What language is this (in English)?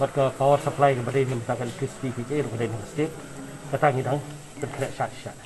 Khasi